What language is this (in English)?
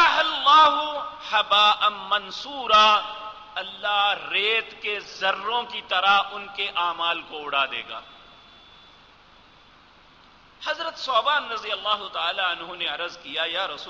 Urdu